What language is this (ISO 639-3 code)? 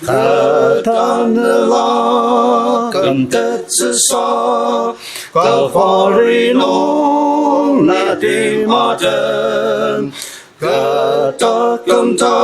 njo